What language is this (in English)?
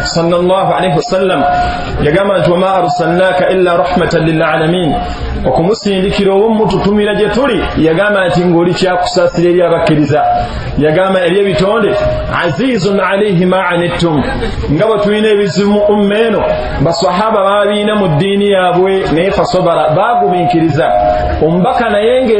Ganda